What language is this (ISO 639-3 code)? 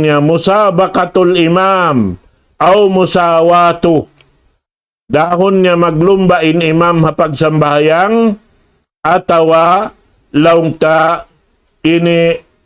tsg